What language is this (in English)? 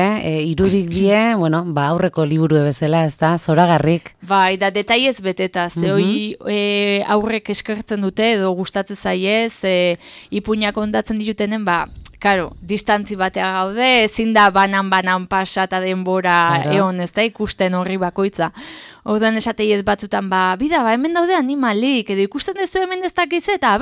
Basque